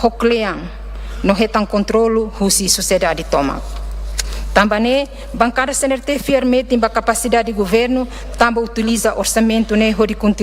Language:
Tetum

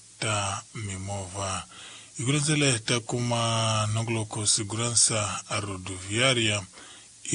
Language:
Tsonga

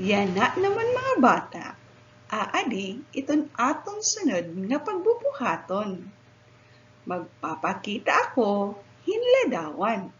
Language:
Waray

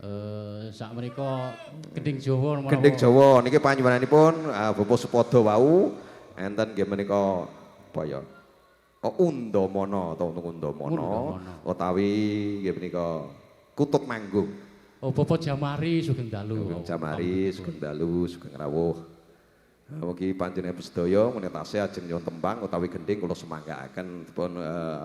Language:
Javanese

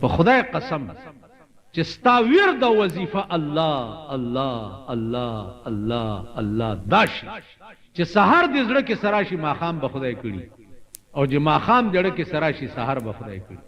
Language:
Pashto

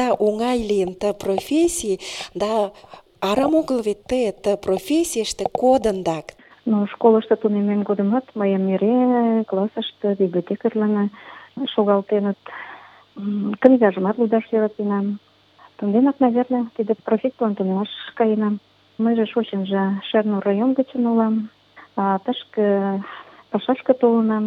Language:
Mari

